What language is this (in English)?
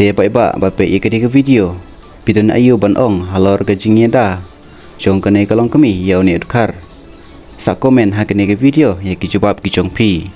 Khasi